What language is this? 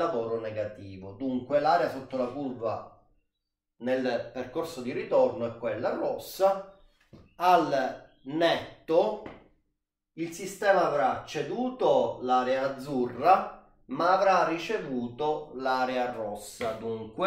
Italian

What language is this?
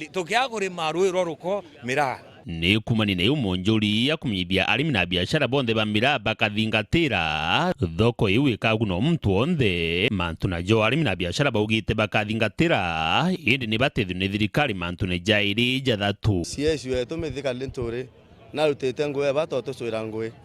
Meru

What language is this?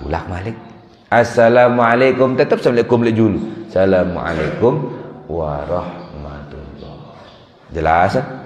Sasak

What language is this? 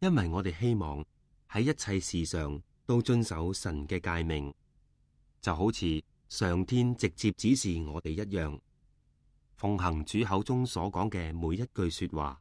Cantonese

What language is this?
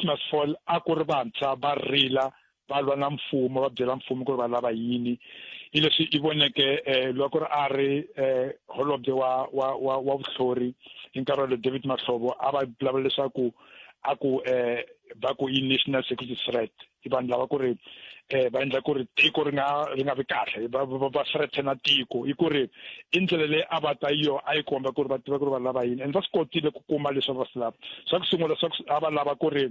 Tsonga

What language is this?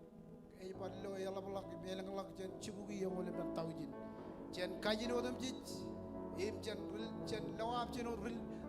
Marshallese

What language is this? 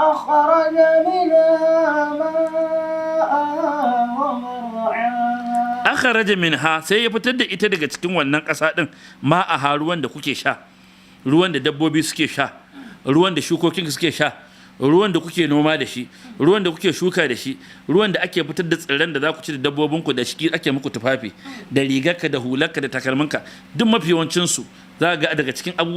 Hausa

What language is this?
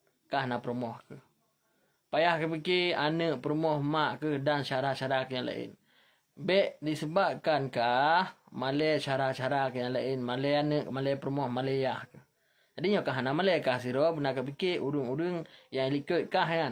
Achinese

